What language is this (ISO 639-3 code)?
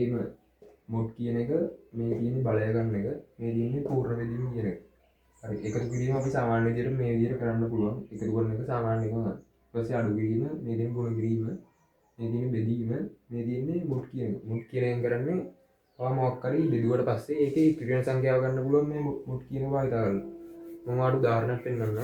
sin